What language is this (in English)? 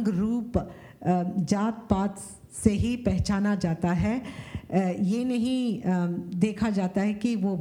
Hindi